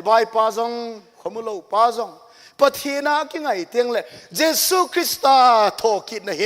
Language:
Thado Chin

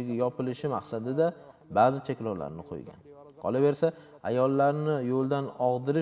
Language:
Uzbek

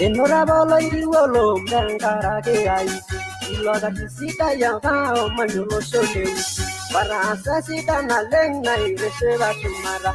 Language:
Masai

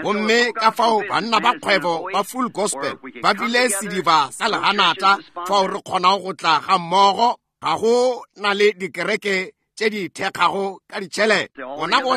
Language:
Northern Sotho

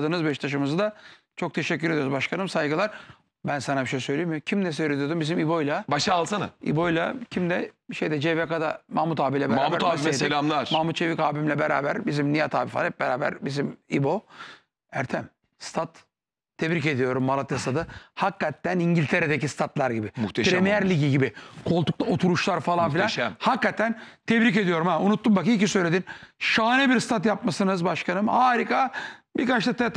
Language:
Turkish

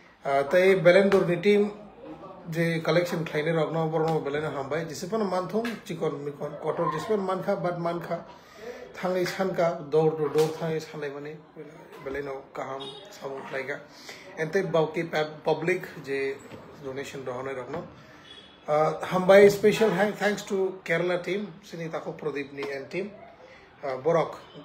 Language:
Kok Borok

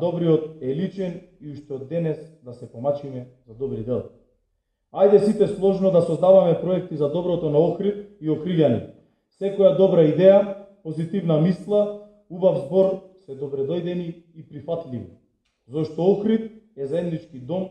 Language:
Macedonian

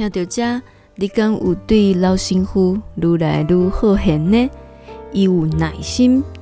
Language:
Min Nan Chinese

